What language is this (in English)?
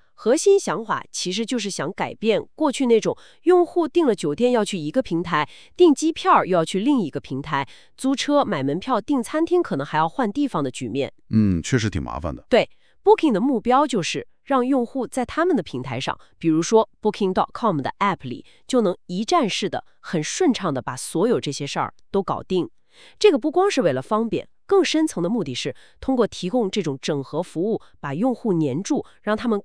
Chinese